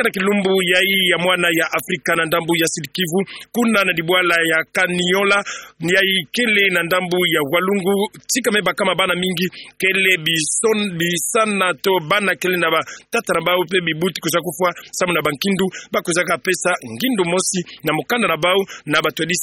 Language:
Kituba (Democratic Republic of Congo)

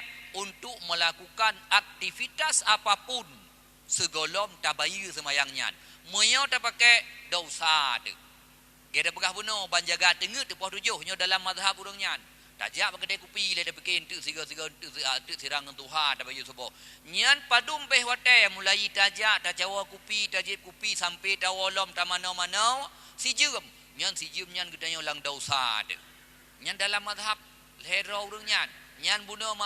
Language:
Achinese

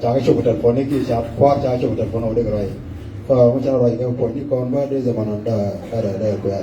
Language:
Nuer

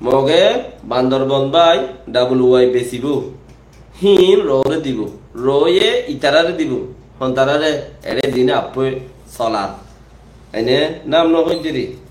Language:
Rohingya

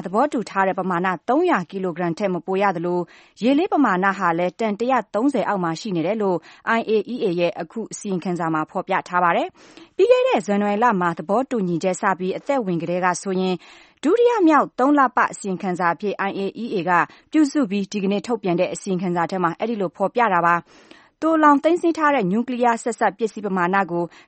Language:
Burmese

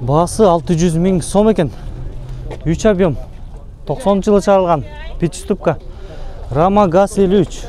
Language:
Kyrgyz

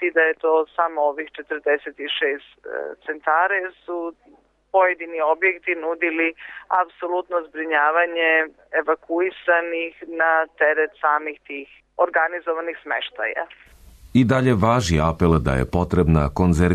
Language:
Serbian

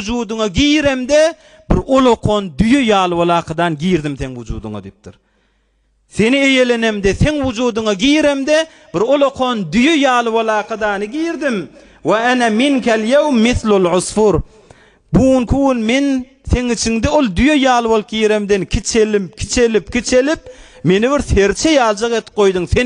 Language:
Turkmen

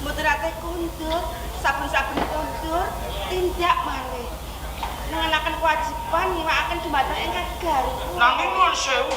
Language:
Javanese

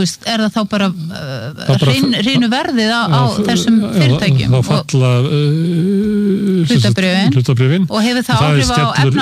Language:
Icelandic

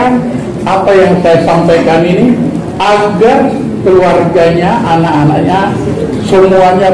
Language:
Batak Angkola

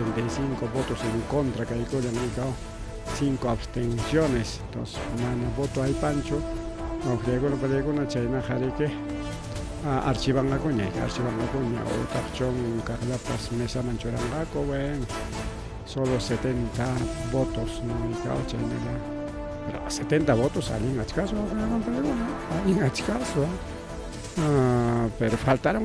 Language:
Ayacucho Quechua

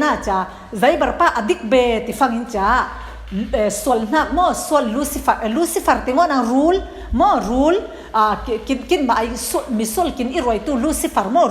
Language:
Falam Chin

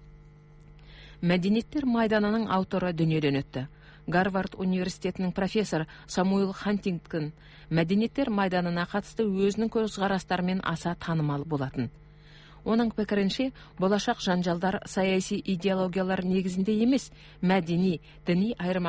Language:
Kazakh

